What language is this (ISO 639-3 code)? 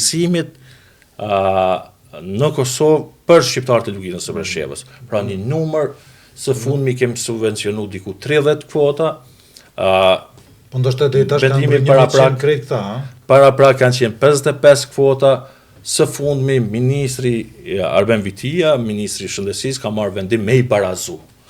sqi